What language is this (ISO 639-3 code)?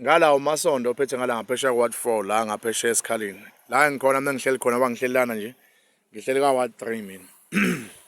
zul